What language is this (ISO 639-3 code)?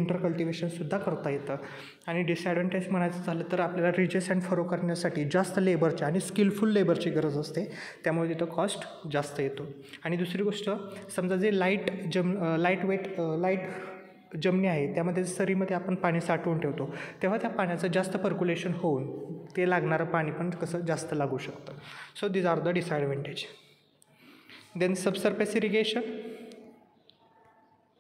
mar